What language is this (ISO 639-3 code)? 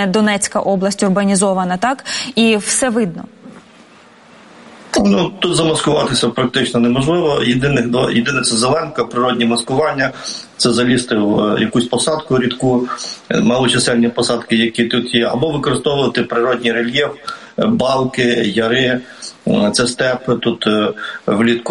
ukr